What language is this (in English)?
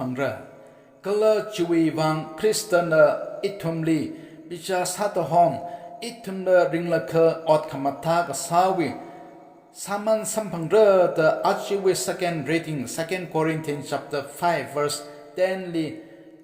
Tangkhul Naga (India)